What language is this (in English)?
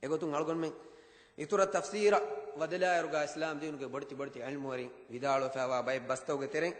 Divehi